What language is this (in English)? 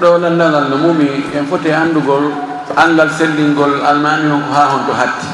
Fula